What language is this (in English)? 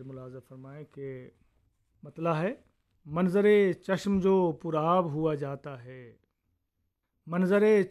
Urdu